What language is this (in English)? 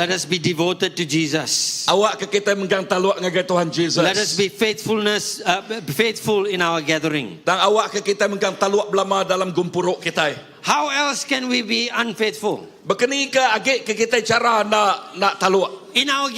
Iban